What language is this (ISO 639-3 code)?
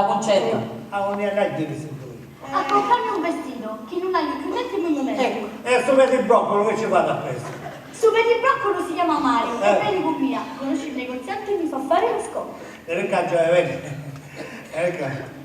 scn